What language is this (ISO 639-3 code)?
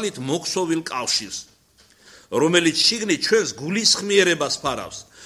kat